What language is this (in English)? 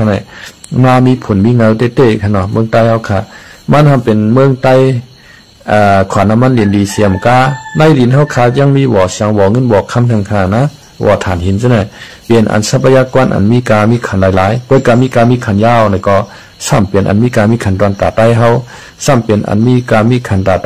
Shan